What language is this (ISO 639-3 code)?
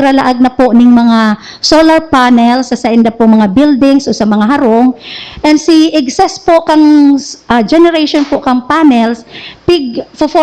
bik